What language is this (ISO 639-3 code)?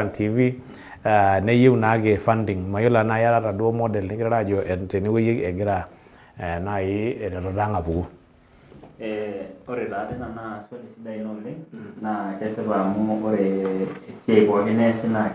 mas